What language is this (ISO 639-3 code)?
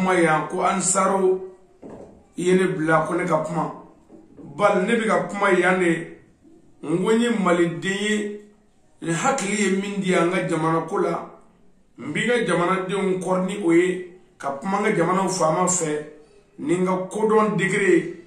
bam